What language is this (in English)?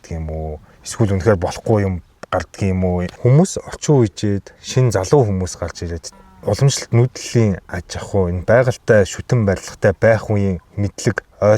Mongolian